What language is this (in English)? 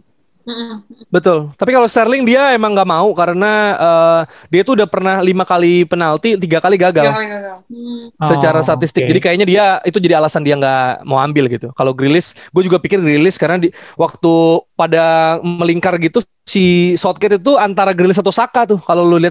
Indonesian